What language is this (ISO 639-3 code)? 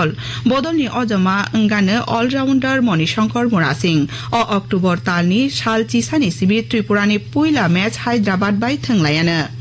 trp